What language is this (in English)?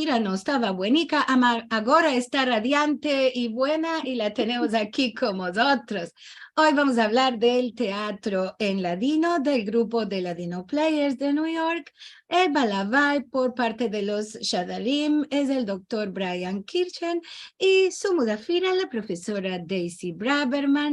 Ladino